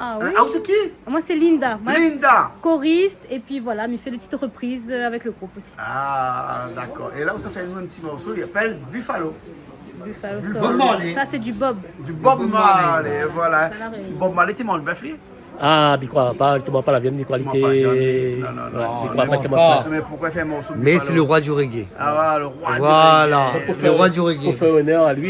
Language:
Réunion Creole French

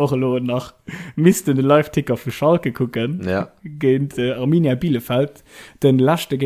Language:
Luxembourgish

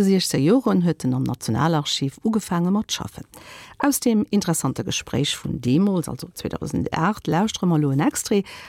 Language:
Luxembourgish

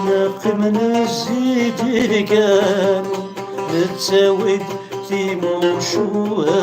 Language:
Kabyle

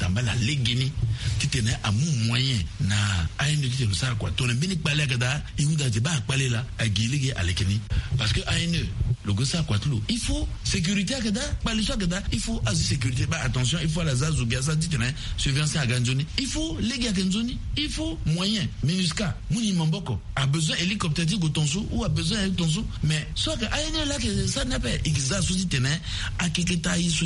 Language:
Sango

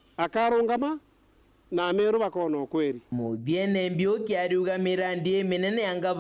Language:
Meru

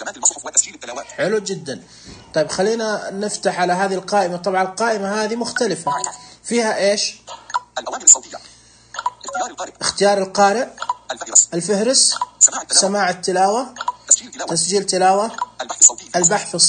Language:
Najdi Arabic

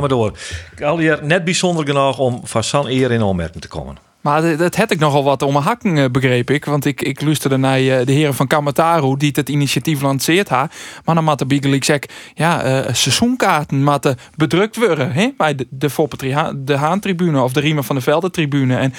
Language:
Western Frisian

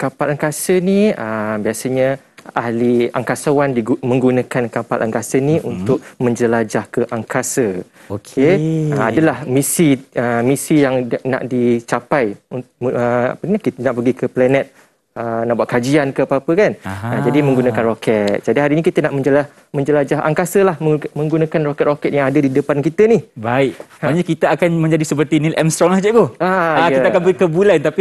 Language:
Malay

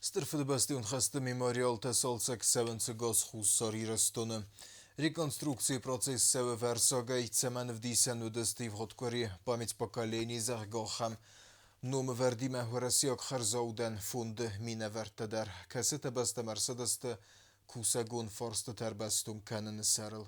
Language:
Ossetic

